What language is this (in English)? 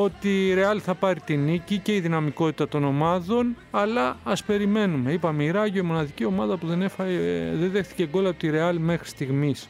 Greek